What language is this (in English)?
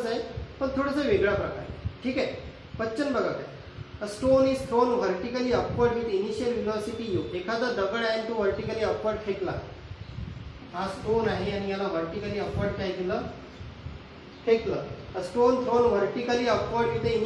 Marathi